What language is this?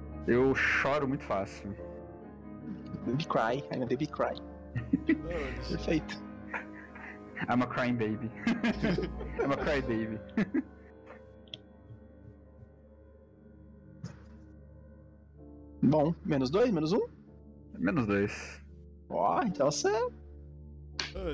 Portuguese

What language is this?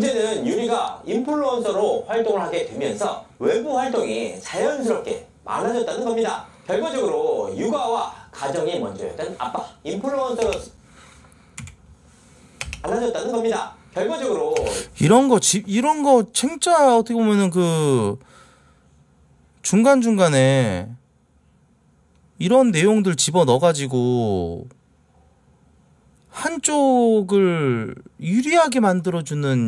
Korean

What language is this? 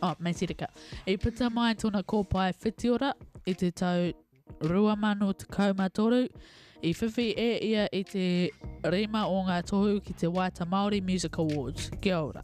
Māori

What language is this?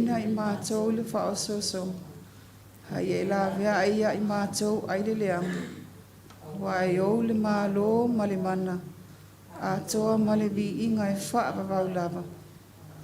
Samoan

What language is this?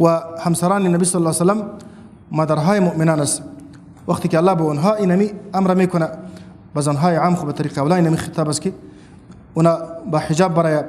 Persian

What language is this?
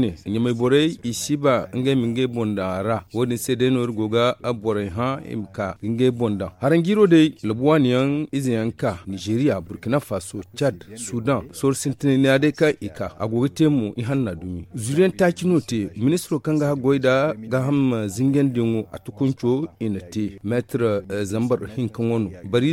Zarma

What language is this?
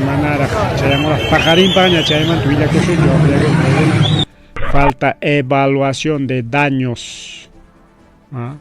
Ayacucho Quechua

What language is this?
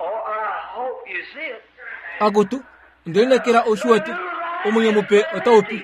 Kuanyama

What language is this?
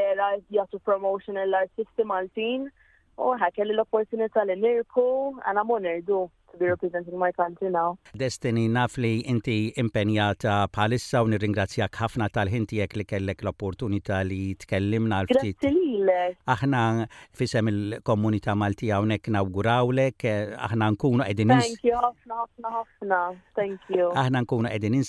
Maltese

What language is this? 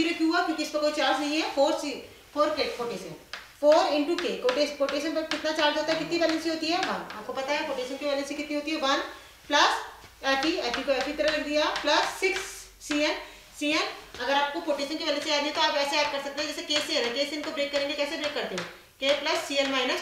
Hindi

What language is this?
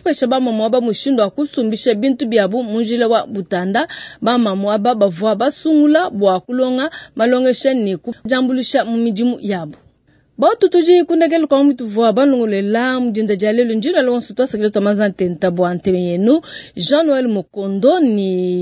Luba-Lulua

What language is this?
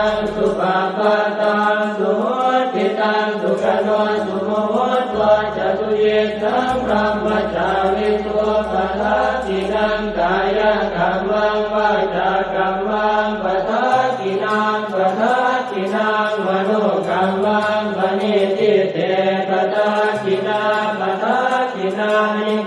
Pali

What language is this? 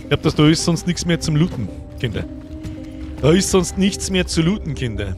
Bavarian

